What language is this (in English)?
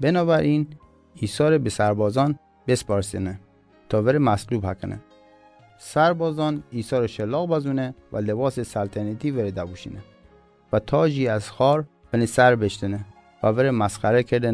Mazanderani